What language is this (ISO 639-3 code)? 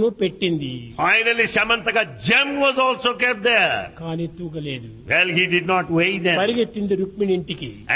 tel